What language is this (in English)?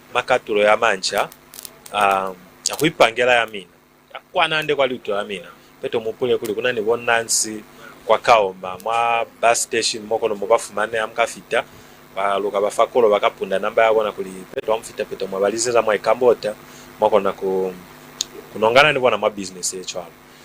Lozi